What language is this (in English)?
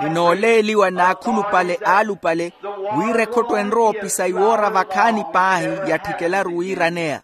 Makhuwa